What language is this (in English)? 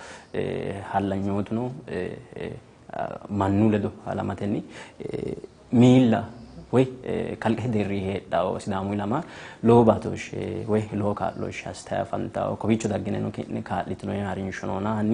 Sidamo